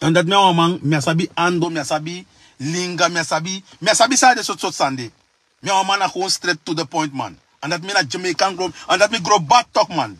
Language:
Sranan Tongo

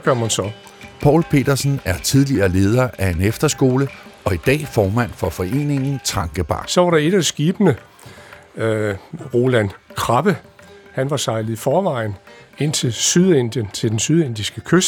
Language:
Danish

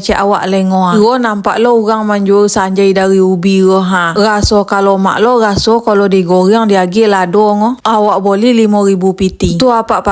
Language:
Minangkabau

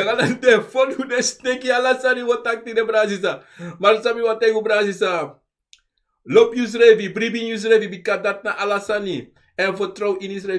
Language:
Sranan Tongo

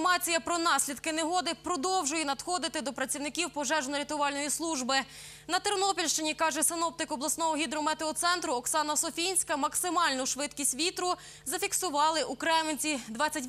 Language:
Ukrainian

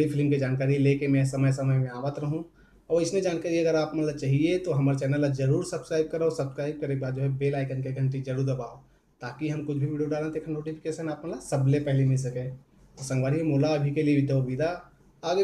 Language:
Chhattisgarhi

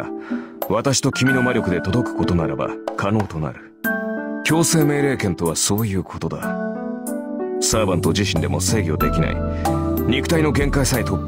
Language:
Japanese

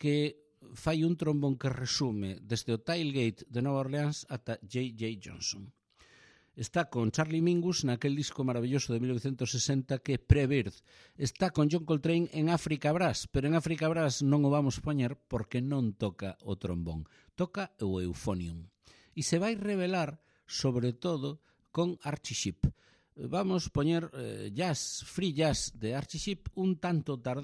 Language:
Galician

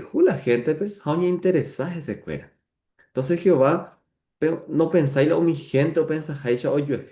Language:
Guarani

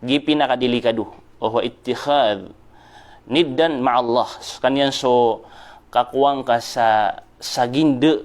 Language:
Maranao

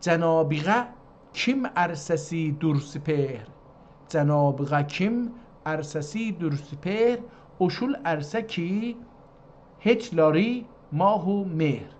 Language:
South Azerbaijani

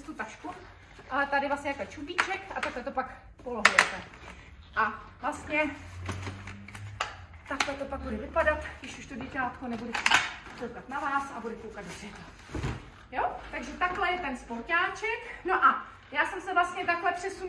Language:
Czech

